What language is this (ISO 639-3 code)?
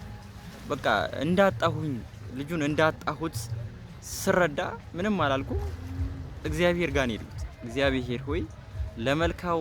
amh